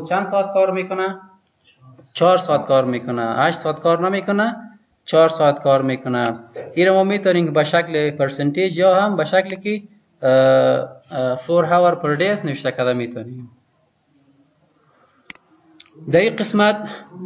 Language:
Persian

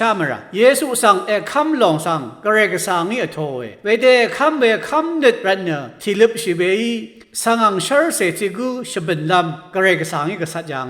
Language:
Rawang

